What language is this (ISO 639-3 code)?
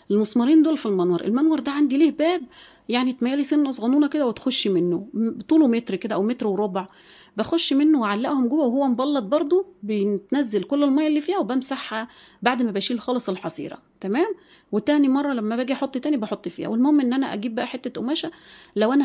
arz